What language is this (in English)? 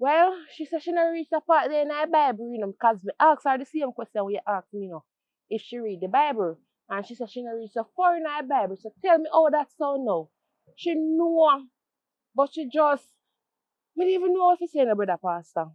Jamaican Creole English